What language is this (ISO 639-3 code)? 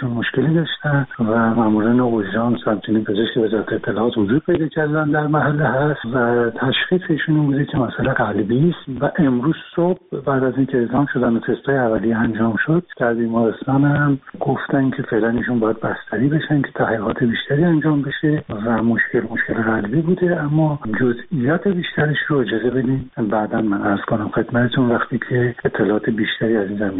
fas